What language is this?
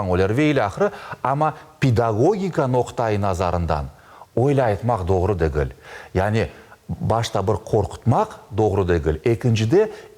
Crimean Tatar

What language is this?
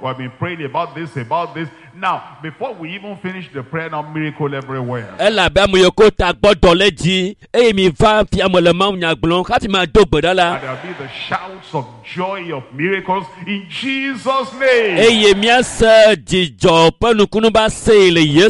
Ewe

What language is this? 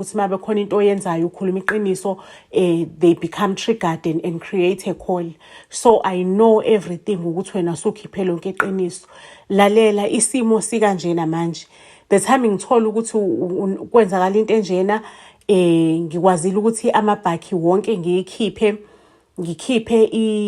Zulu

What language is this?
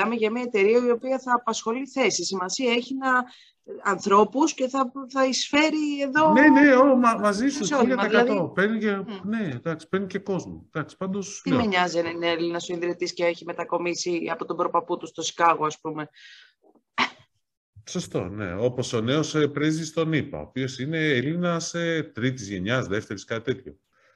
Greek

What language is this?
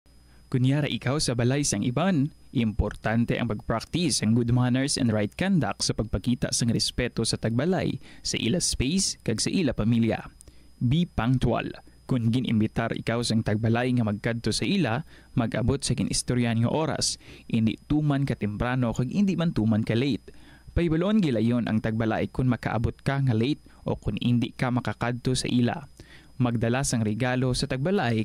Hiligaynon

